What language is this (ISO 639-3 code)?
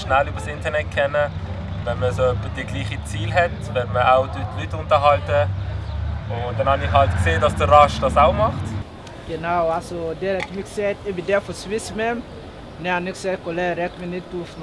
gsw